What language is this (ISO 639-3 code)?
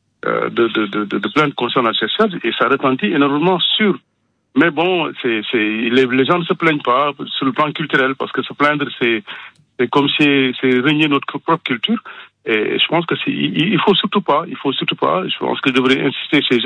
fra